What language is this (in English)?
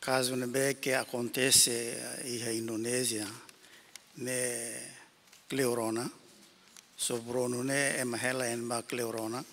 Tetum